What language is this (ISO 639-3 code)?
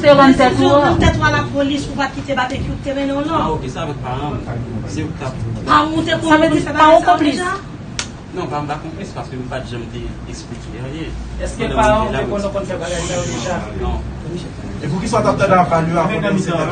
hat